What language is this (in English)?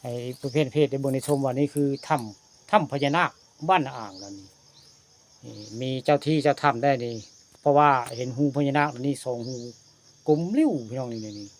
Northeastern Thai